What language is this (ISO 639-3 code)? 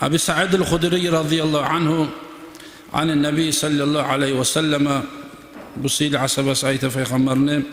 kum